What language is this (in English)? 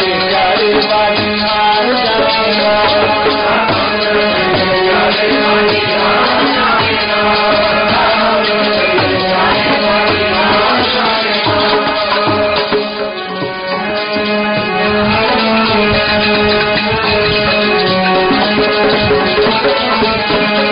Punjabi